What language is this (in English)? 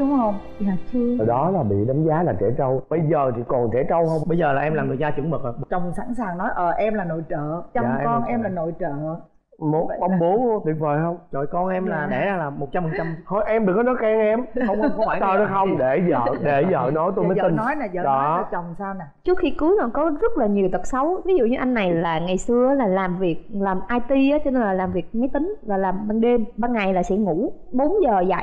Vietnamese